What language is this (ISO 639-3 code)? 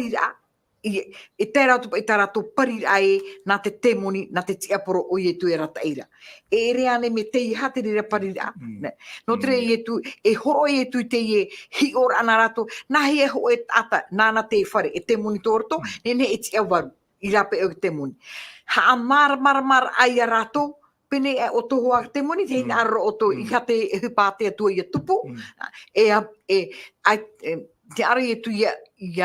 tah